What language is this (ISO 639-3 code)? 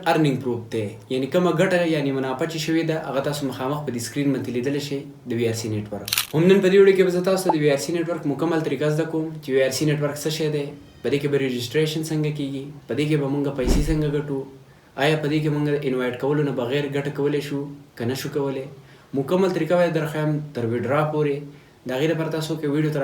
pus